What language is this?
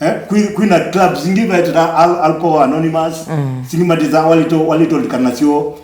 Kamba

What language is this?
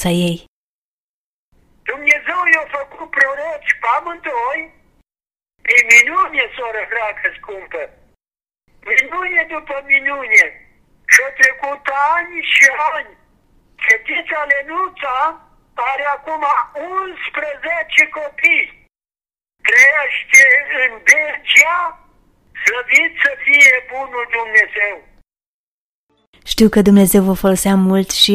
Romanian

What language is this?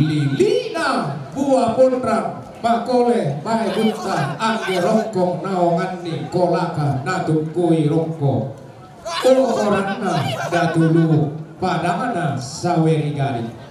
Toraja-Sa'dan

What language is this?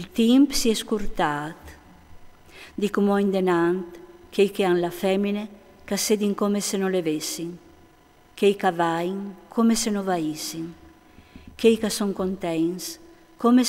Friulian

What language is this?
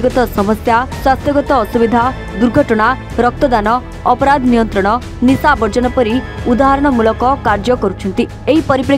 Odia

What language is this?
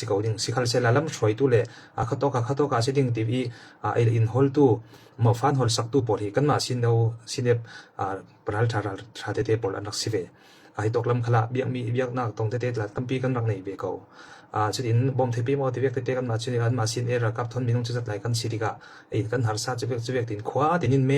Falam Chin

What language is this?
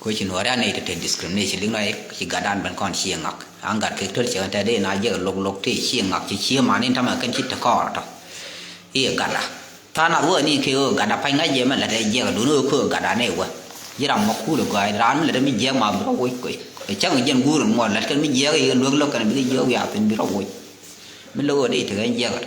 Nuer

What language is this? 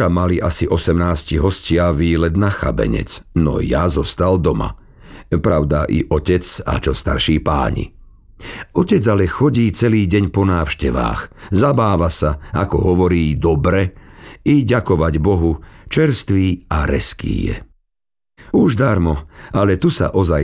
Slovak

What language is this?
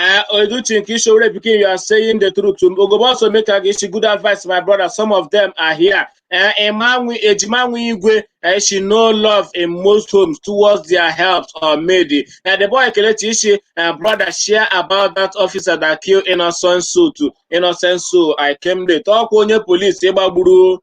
Igbo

